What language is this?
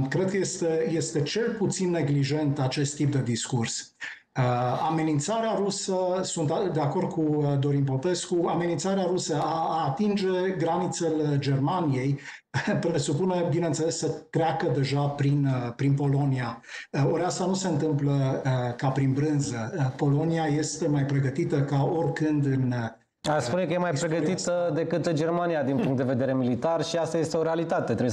Romanian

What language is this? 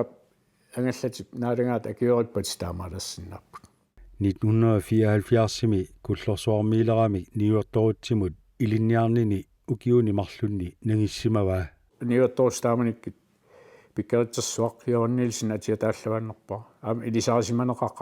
Kalaallisut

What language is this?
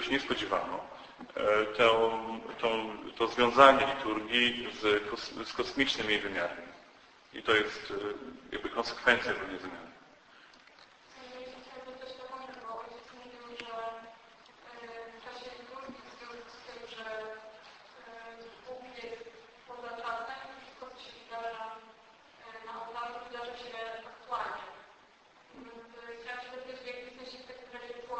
Polish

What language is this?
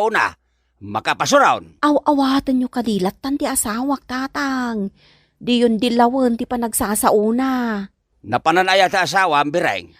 Iloko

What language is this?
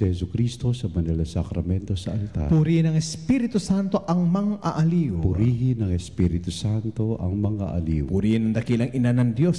Filipino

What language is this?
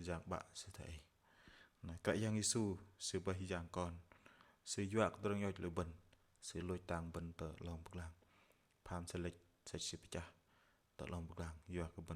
Bahnar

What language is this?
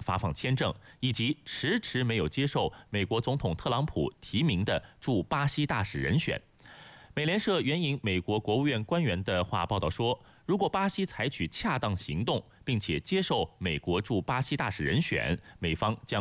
Chinese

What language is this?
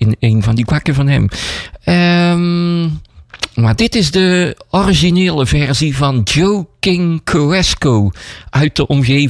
Dutch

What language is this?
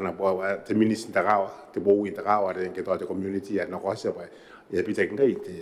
Gilbertese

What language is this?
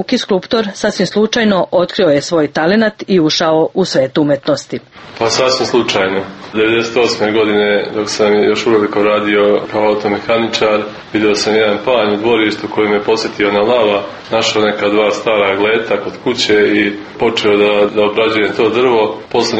Serbian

